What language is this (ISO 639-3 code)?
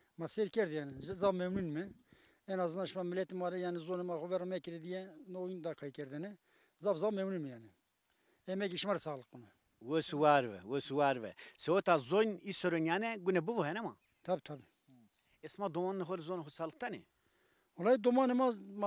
zza